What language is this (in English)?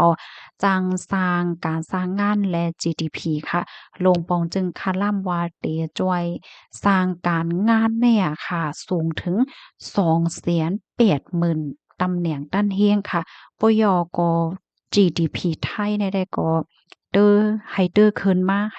Shan